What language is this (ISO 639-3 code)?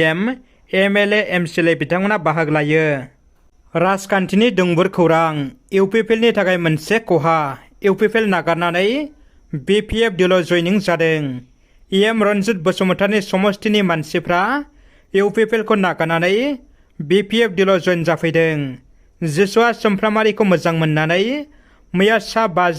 brx